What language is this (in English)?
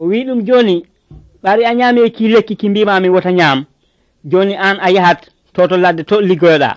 Nigerian Fulfulde